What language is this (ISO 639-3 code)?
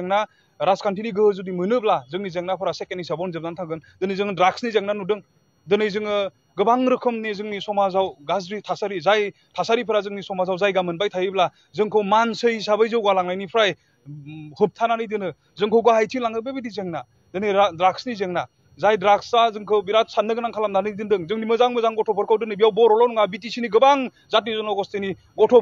brx